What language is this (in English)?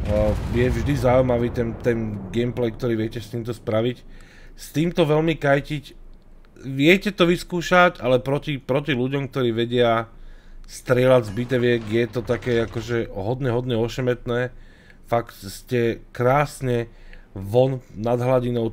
Slovak